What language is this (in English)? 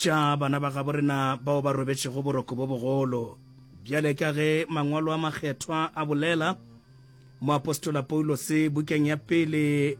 Northern Sotho